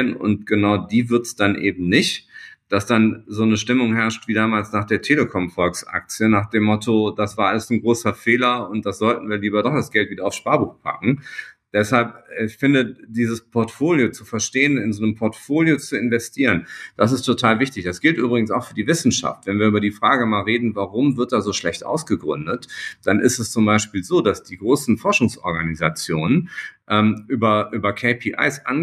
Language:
German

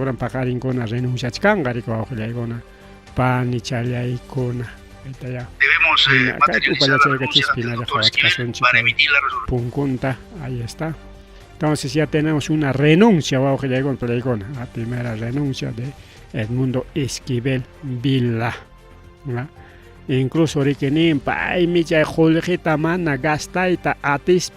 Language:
Ayacucho Quechua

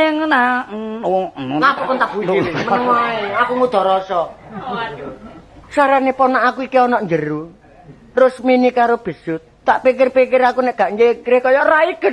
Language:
Javanese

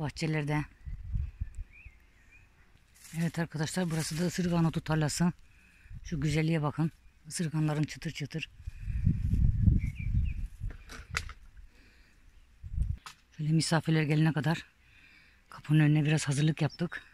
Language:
Turkish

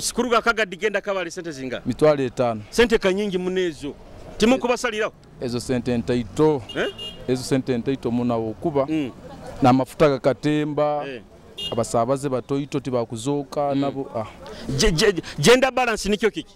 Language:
Nyoro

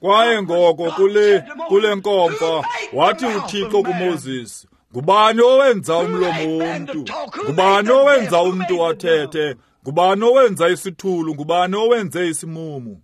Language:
Xhosa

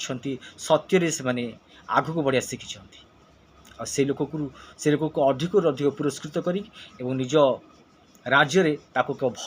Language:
Odia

